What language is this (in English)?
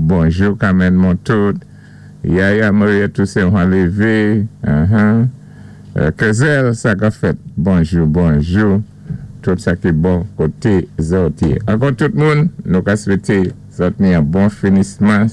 Saint Lucian Creole French